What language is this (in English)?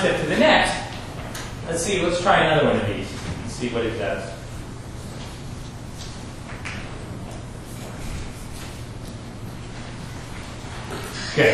English